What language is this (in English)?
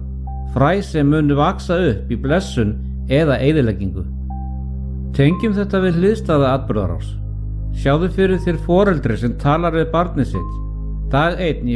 Icelandic